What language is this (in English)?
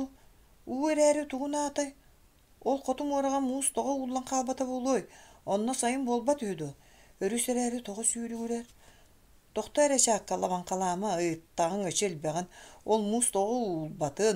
Yakut